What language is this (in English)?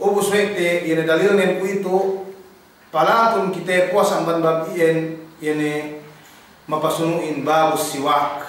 Yakan